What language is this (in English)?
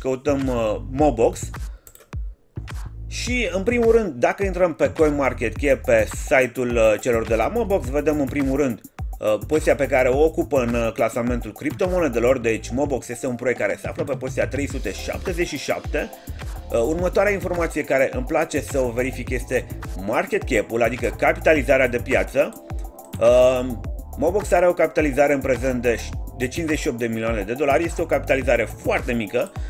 Romanian